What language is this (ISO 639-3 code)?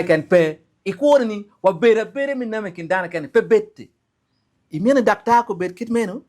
ach